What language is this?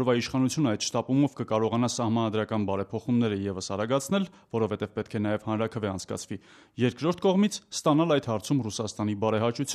Armenian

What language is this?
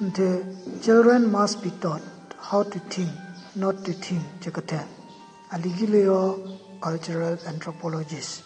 Southern Rengma Naga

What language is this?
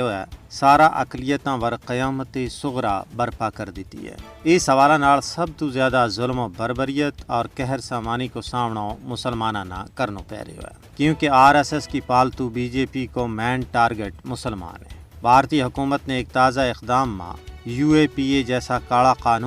Gujari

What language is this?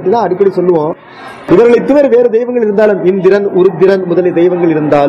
Tamil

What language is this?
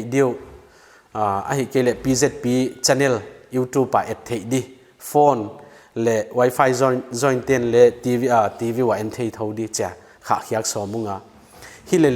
Paite Chin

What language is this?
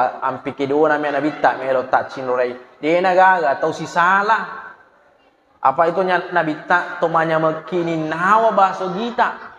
Buginese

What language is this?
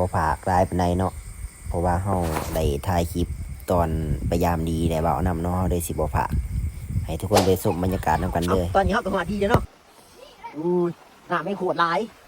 Northeastern Thai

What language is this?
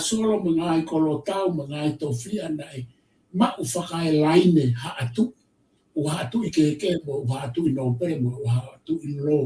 Tongan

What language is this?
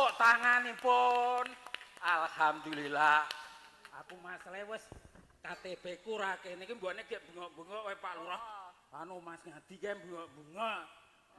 Javanese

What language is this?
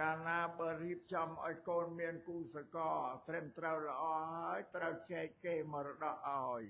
Khmer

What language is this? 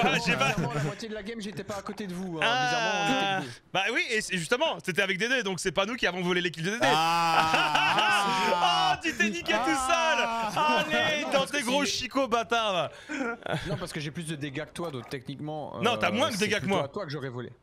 French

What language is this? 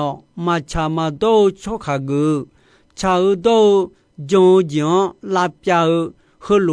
Akha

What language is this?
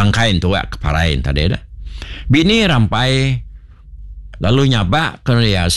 Iban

